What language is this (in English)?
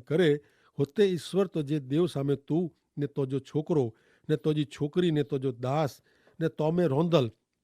Kachhi